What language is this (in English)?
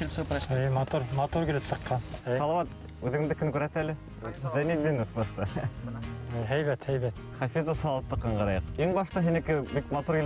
Bashkir